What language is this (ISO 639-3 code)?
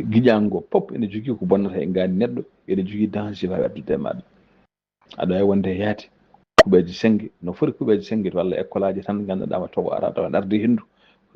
ful